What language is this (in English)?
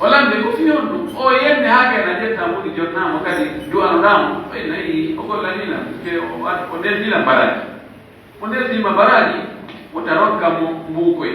Pular